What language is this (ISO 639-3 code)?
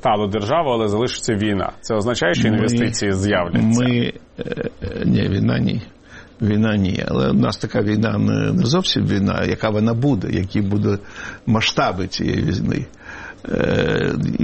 ukr